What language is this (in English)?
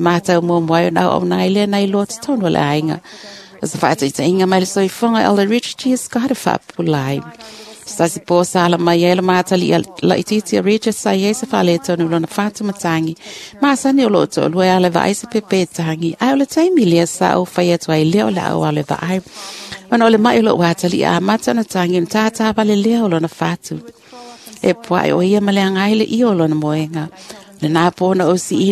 Samoan